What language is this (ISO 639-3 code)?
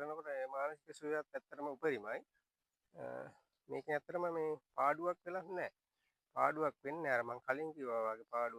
sin